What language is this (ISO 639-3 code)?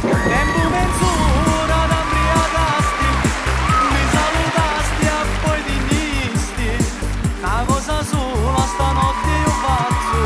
scn